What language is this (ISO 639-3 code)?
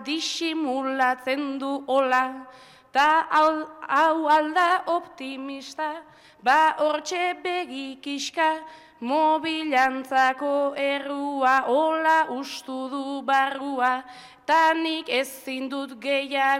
eus